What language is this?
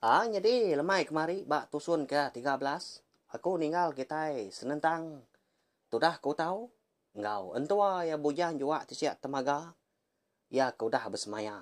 Iban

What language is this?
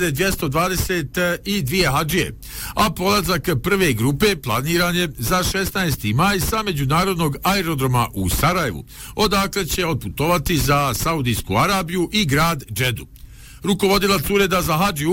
Bosnian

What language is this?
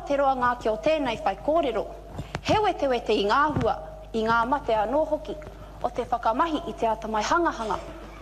Māori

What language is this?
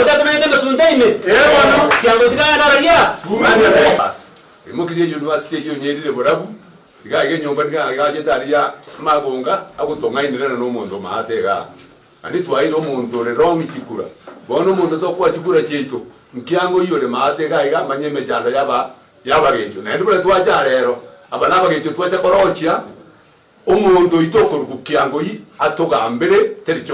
Gusii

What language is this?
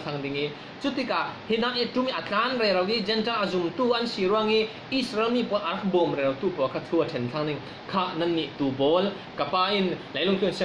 Falam Chin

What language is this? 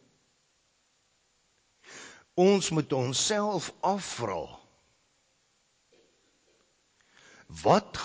Afrikaans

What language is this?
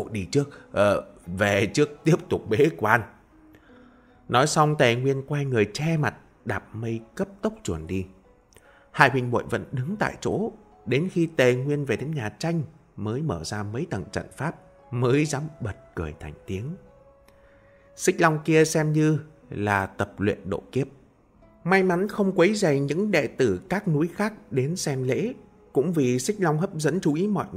Vietnamese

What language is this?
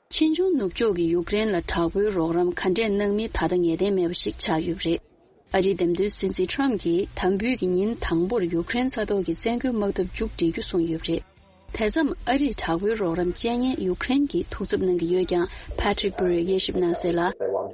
Tibetan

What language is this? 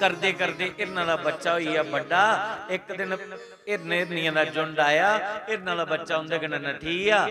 Dogri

